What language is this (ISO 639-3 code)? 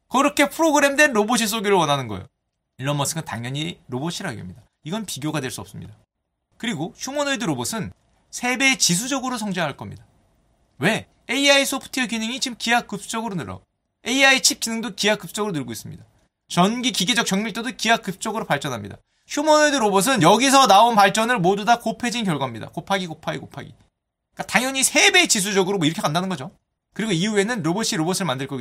kor